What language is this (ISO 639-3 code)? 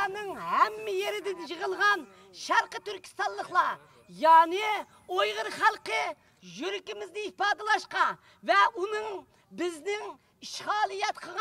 uig